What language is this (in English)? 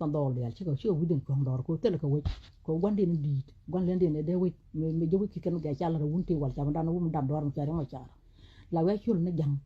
Nuer